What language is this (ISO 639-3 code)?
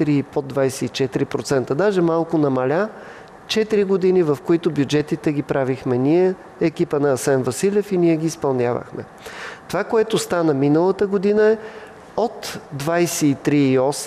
bul